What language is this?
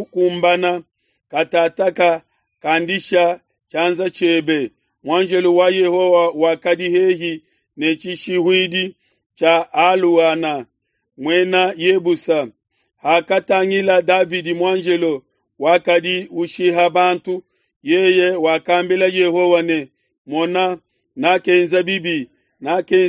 Luba-Lulua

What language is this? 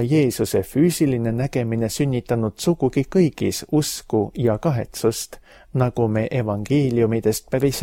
Estonian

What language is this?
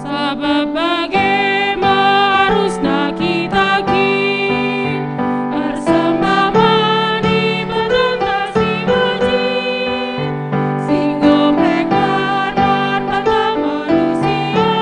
Batak Karo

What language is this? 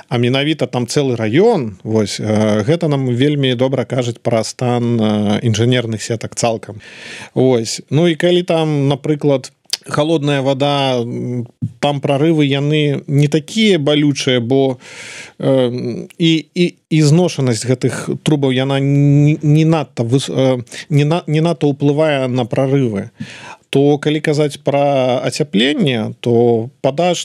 Belarusian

